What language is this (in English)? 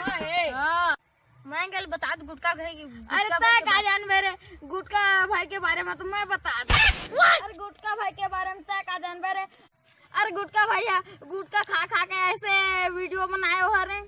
Chhattisgarhi